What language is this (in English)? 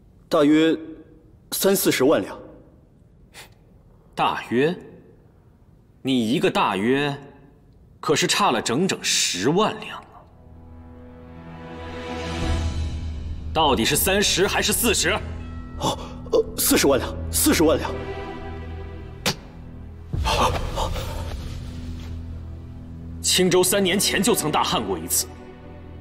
Chinese